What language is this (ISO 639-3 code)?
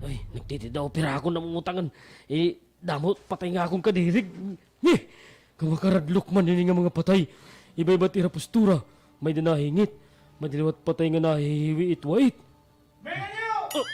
war